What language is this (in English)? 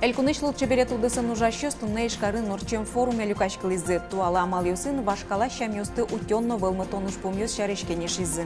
Udmurt